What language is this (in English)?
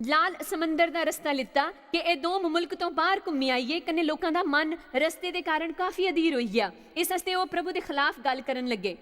Dogri